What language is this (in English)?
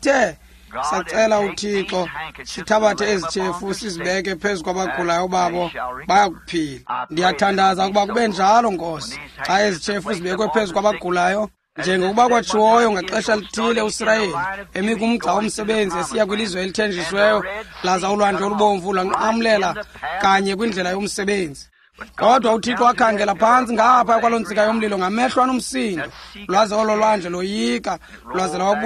Xhosa